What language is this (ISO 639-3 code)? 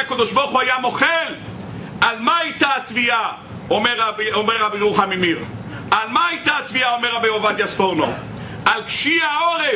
heb